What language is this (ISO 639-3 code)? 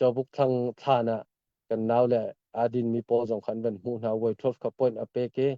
cnh